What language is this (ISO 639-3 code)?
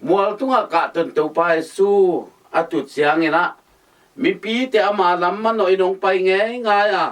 ctd